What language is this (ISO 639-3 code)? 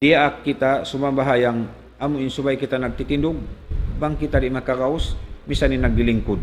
tsg